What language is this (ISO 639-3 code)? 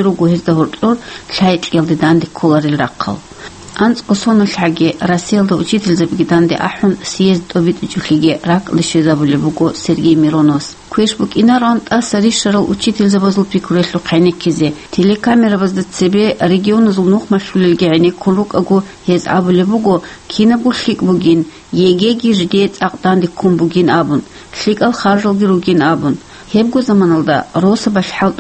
ava